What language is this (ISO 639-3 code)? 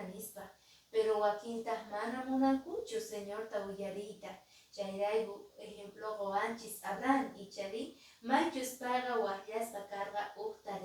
que